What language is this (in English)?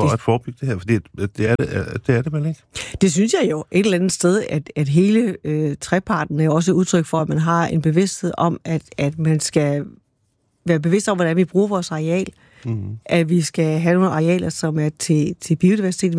Danish